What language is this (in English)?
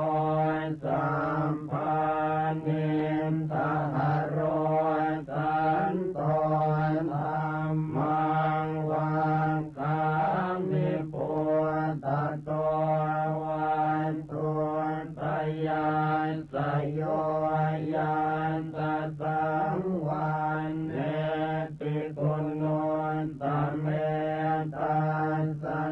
Pali